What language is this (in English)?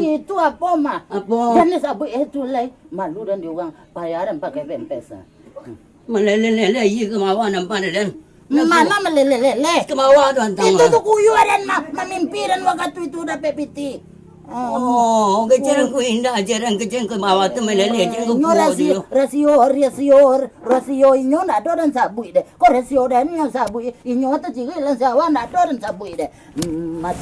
Minangkabau